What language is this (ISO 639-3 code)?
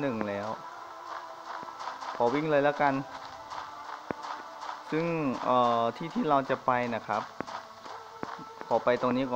tha